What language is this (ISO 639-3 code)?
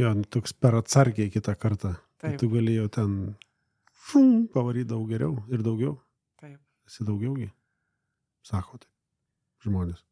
lit